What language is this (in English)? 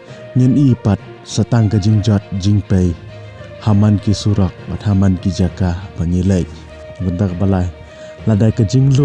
Khasi